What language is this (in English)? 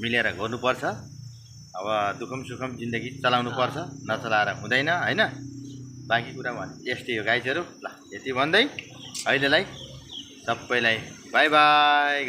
Nepali